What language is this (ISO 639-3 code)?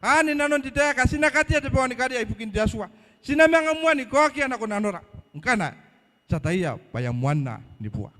gil